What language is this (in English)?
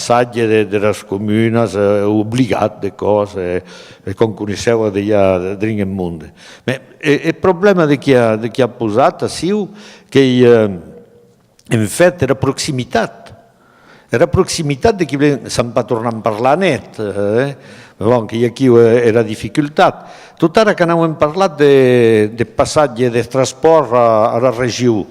Occitan